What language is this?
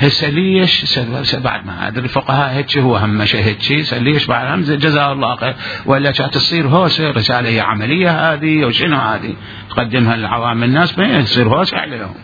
Mesopotamian Arabic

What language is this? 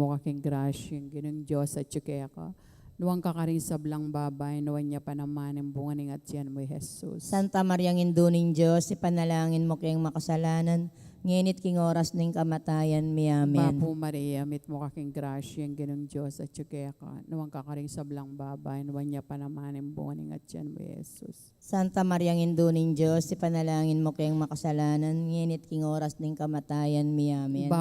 Pampanga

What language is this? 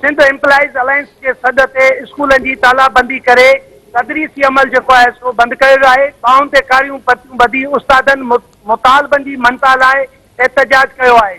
Sindhi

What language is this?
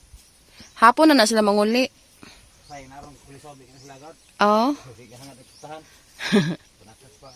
Cebuano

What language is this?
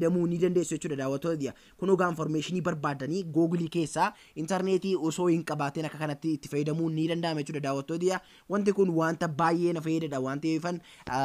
Oromo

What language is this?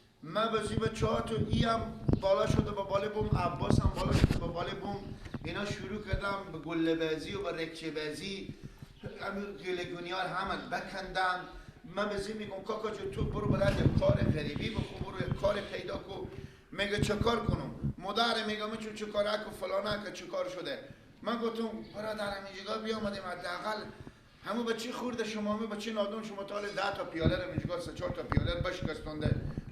Persian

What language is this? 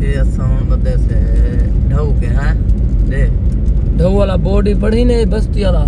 Saraiki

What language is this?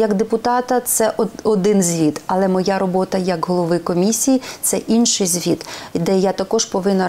Ukrainian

